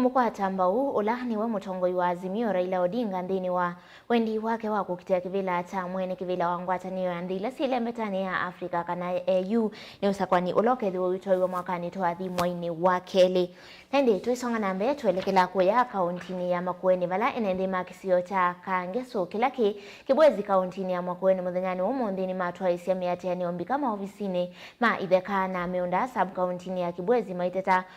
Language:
Kamba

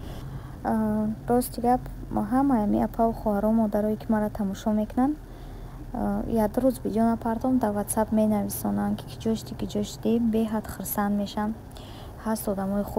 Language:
Tajik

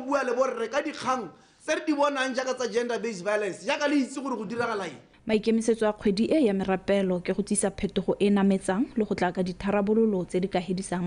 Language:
Tswana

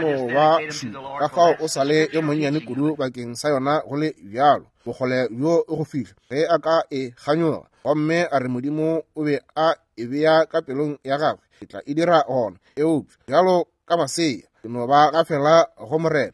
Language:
Northern Sotho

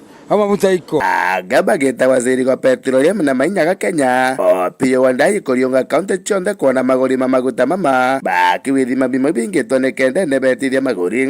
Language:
Meru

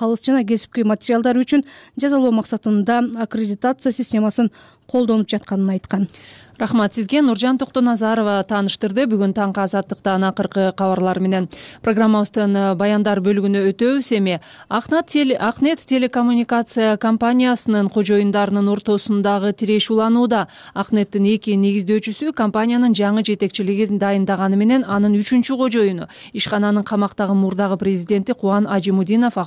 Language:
Kyrgyz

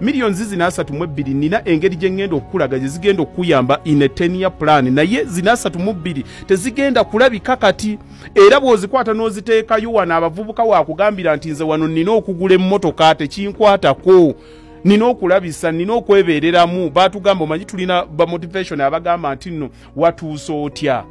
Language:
Ganda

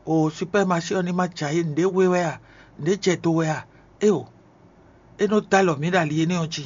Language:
Fon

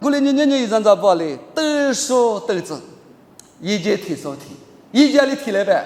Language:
Lisu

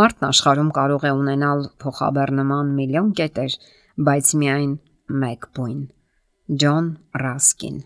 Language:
Armenian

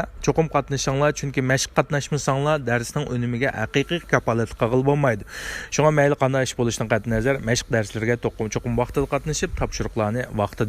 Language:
Uyghur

